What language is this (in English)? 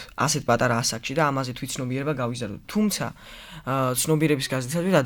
Georgian